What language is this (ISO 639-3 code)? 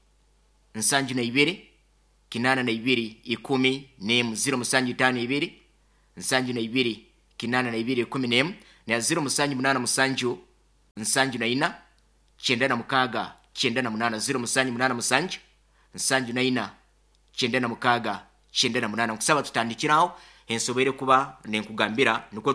nyo